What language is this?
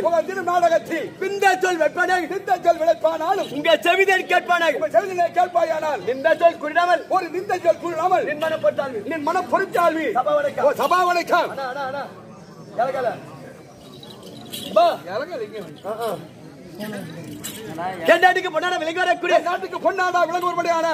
Tamil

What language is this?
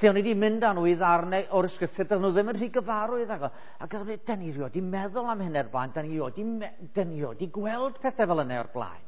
Welsh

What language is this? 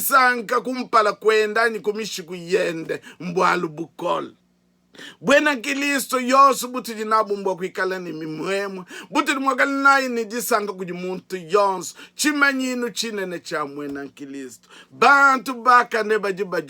Luba-Lulua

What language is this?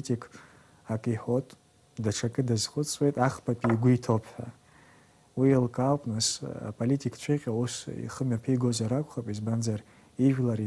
Abkhazian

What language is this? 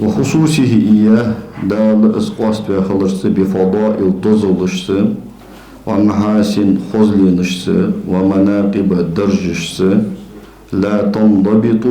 Ingush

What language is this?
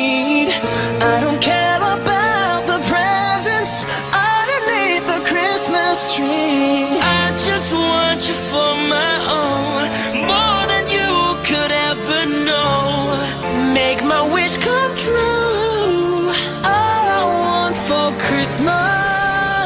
English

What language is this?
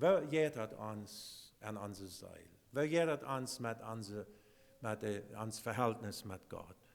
Plautdietsch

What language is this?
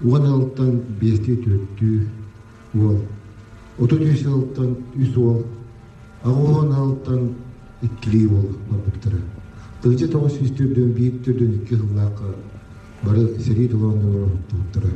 Yakut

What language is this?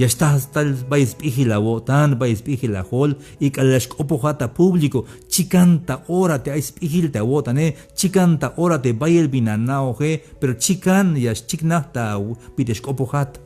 Tzeltal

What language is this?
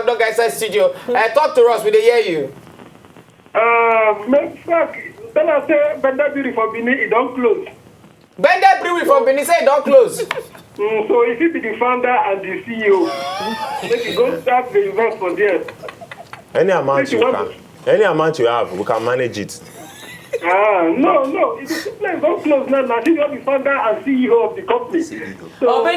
Nigerian Pidgin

